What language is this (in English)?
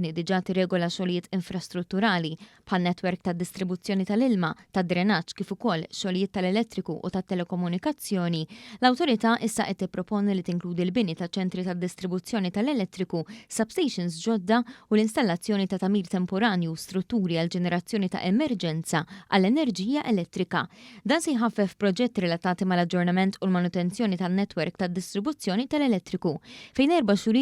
Maltese